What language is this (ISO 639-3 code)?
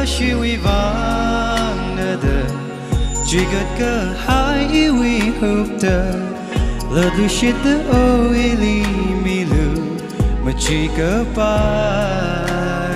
nmf